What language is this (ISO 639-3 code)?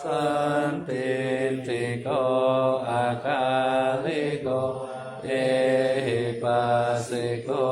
pli